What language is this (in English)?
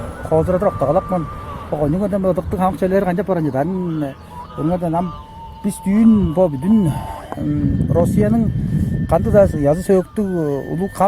Tuvinian